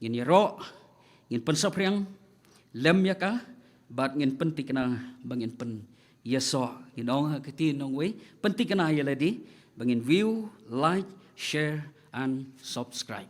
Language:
Khasi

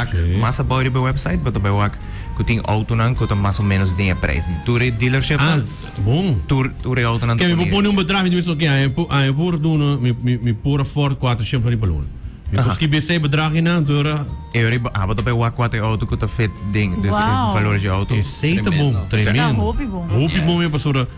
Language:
Papiamento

